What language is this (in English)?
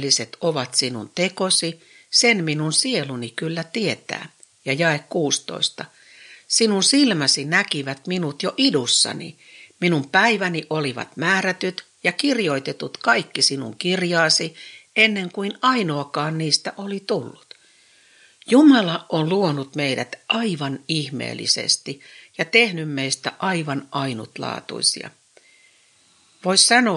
Finnish